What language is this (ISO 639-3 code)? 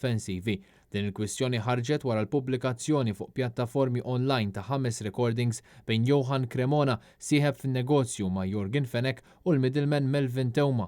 mlt